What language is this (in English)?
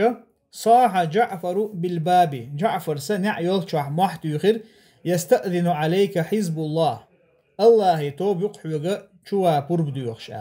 Chechen